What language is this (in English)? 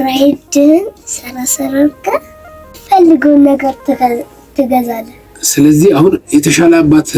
Amharic